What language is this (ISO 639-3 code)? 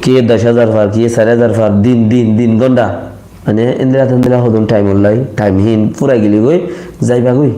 rhg